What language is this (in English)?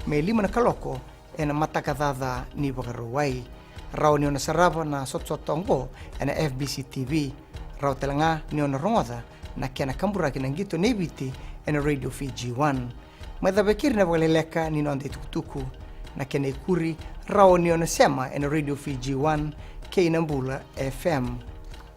Fijian